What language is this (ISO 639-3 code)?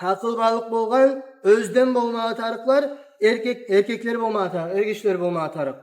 kum